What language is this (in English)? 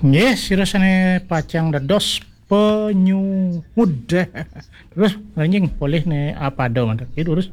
Balinese